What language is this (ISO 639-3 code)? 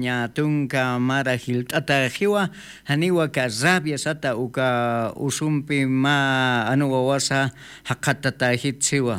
aym